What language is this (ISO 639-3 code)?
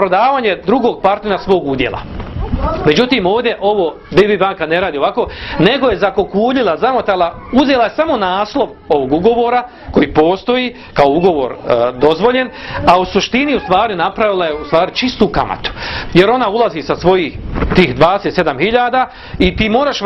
bos